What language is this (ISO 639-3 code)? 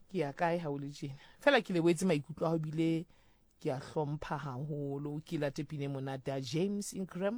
sot